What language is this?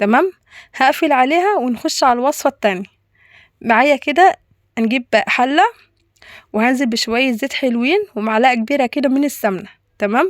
Egyptian Arabic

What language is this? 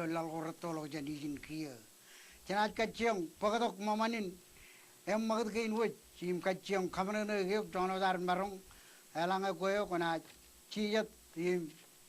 Marshallese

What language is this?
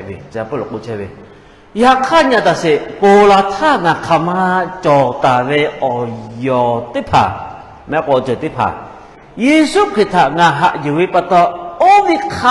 Lahu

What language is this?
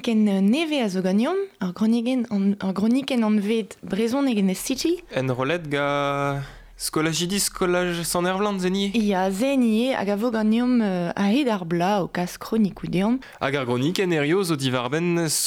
Breton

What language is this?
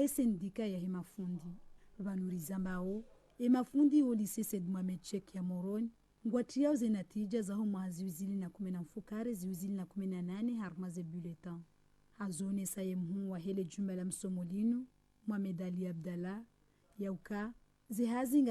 Ngazidja Comorian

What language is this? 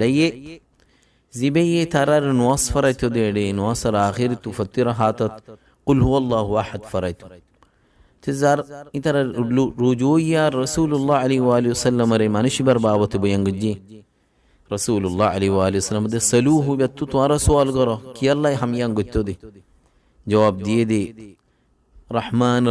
Rohingya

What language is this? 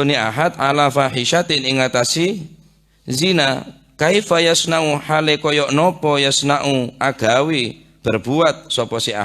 Madurese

